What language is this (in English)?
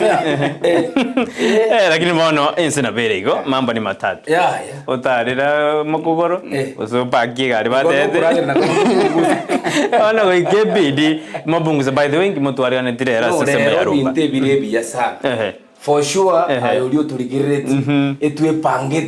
Gusii